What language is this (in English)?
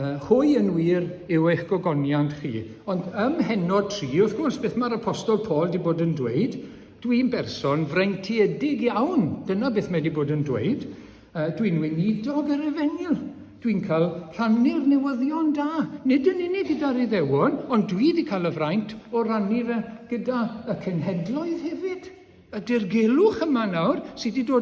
Welsh